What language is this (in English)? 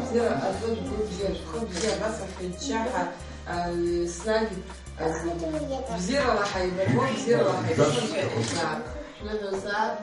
Abkhazian